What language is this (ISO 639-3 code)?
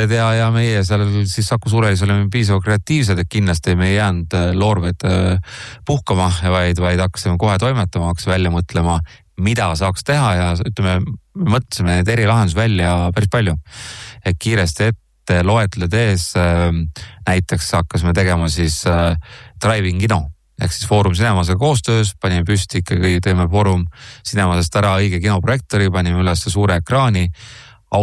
est